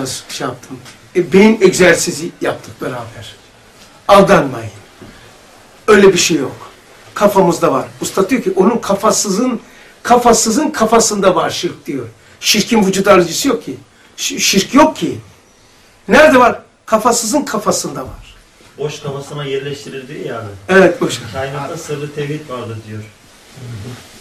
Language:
Turkish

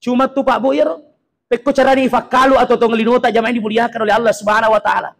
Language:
Buginese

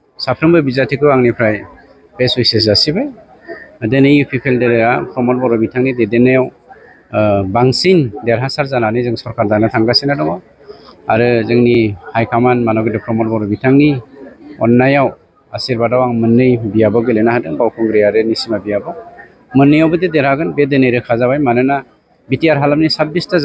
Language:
Bodo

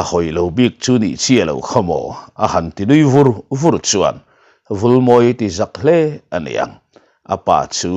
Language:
Mizo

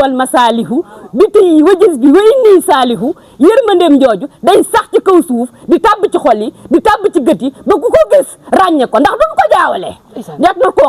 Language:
Wolof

